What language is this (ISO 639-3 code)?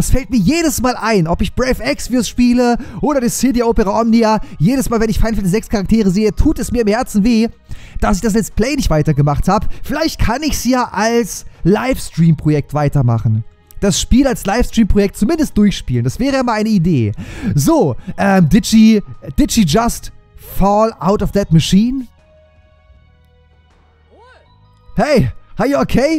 deu